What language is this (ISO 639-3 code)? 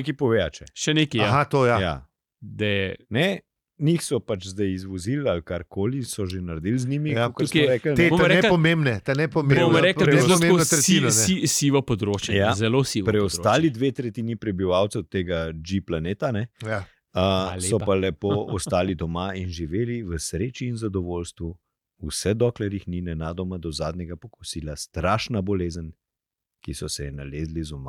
slv